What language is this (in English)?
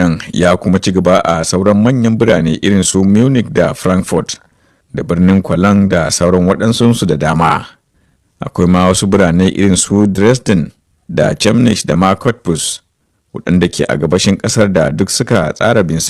Hausa